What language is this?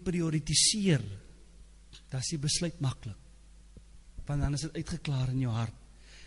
Afrikaans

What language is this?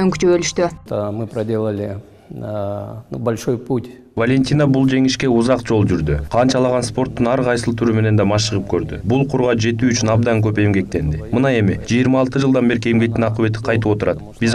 Kyrgyz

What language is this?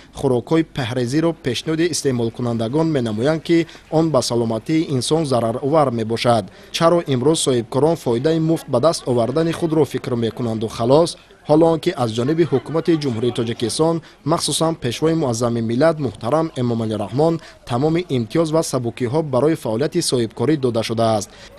Tajik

